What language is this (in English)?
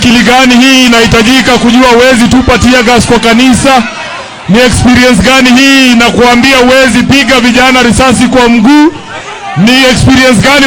Swahili